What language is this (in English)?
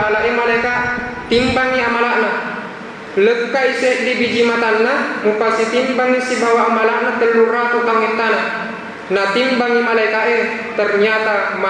Buginese